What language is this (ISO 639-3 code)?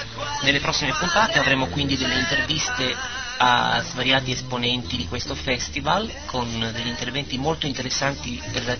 ita